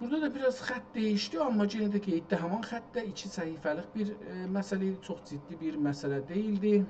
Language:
South Azerbaijani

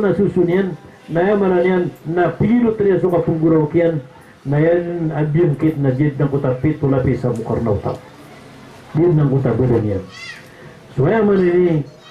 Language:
Maranao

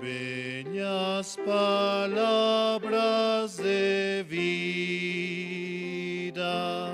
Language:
South Bolivian Quechua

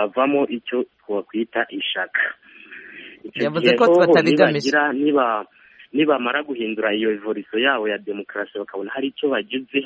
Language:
Kinyarwanda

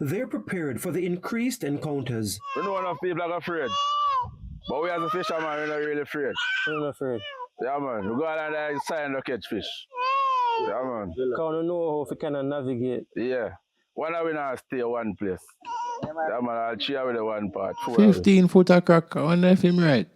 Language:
Jamaican Creole English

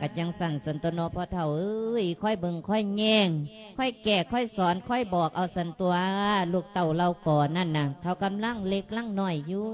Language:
Lao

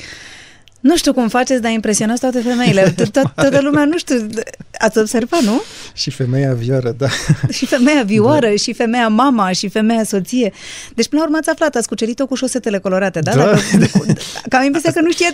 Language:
Romanian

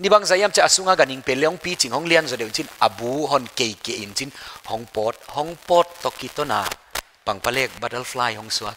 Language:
Paite Chin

